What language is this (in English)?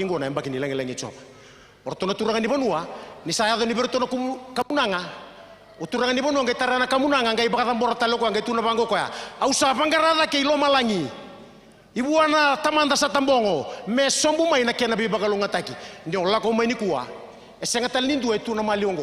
Fijian